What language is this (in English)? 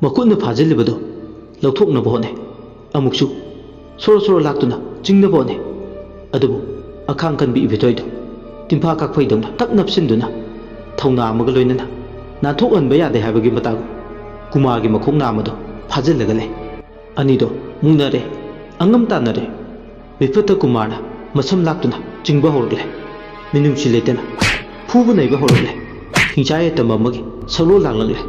Manipuri